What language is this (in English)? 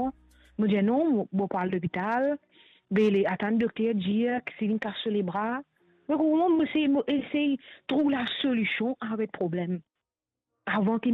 Morisyen